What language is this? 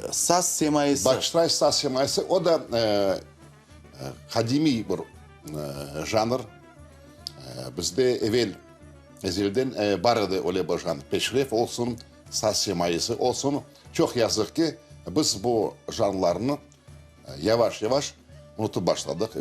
Crimean Tatar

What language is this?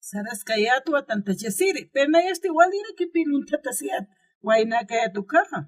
Aymara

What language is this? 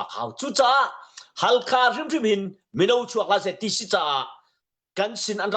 Hakha Chin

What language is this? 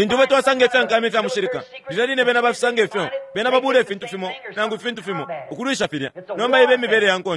Bemba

